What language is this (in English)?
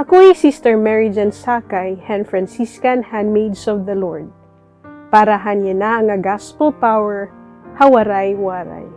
Waray